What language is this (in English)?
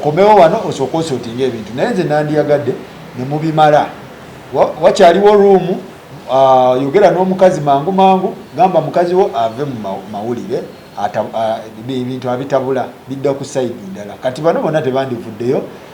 Ganda